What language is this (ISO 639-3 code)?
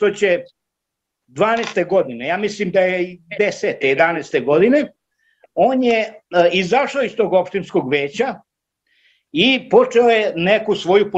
srp